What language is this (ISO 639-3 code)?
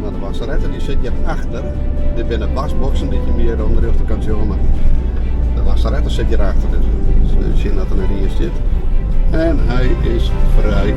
fry